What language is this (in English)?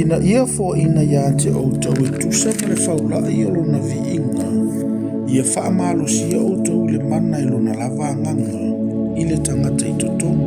Samoan